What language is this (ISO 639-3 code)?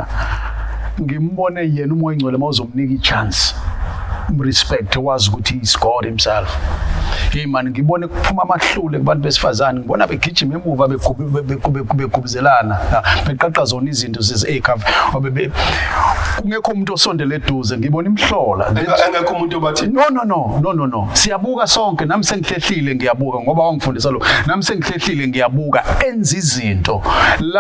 zul